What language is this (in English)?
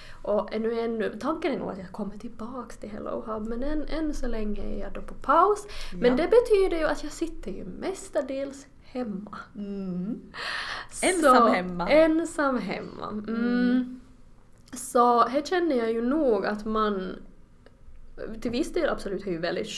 Swedish